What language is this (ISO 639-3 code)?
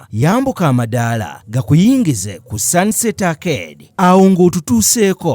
lug